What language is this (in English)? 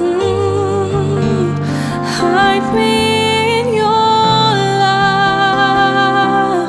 Morisyen